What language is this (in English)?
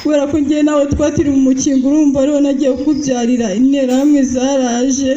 Kinyarwanda